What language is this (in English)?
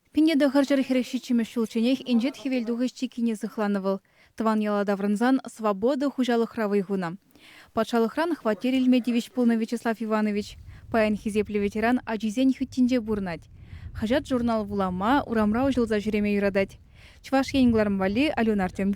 Chuvash